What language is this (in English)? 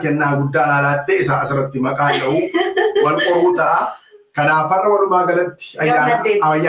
Oromo